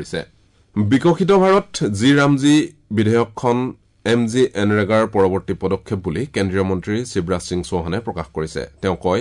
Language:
Assamese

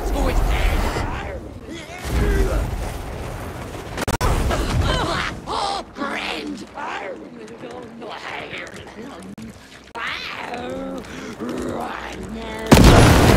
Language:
English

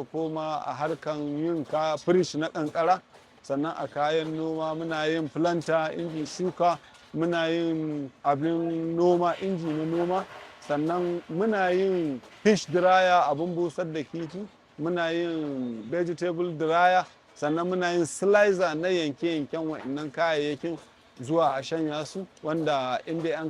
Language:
Hausa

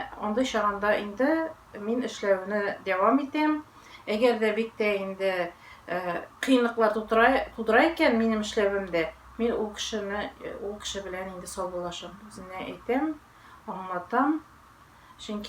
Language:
Tatar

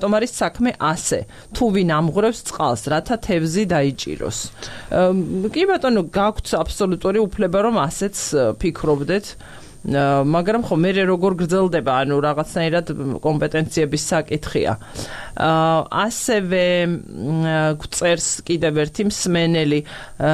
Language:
Georgian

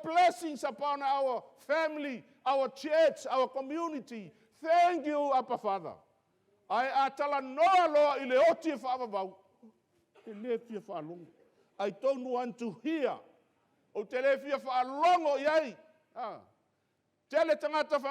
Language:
Samoan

